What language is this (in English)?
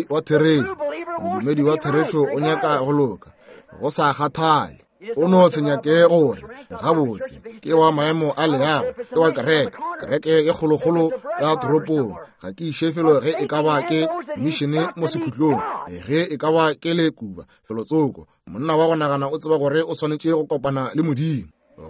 Northern Sotho